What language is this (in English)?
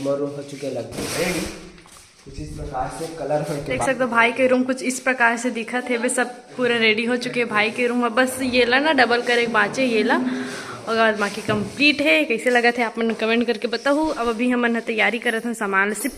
Chhattisgarhi